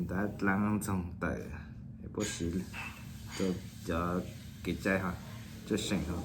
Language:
Hmong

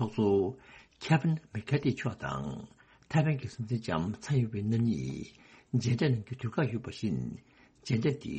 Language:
Tibetan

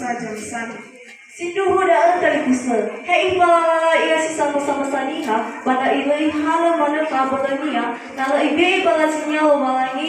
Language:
Nias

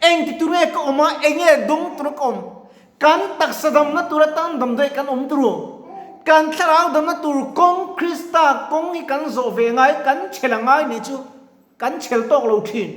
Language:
Mizo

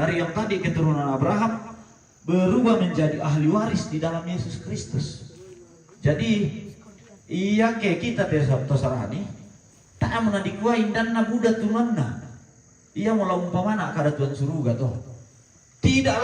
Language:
Toraja-Sa'dan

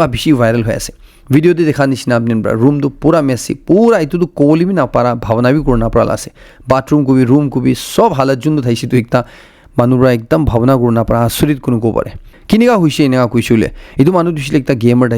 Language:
Naga Pidgin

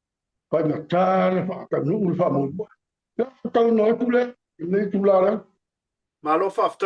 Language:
Samoan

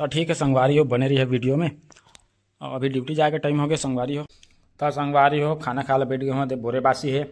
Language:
Chhattisgarhi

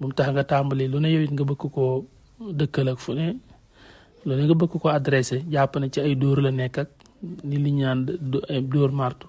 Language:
Wolof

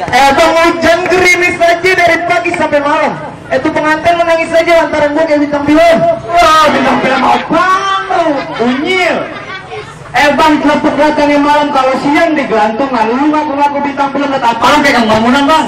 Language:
Betawi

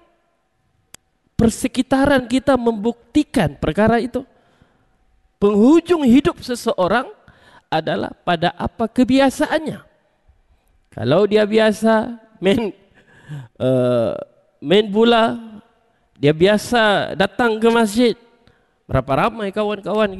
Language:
Malay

